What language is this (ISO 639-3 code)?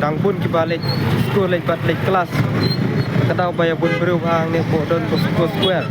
kha